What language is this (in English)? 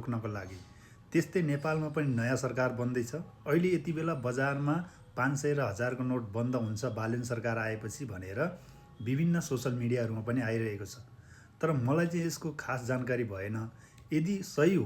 Nepali